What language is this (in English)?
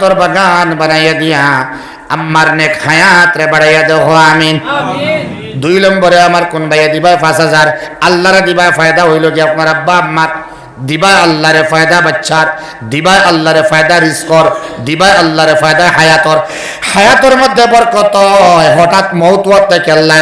Sylheti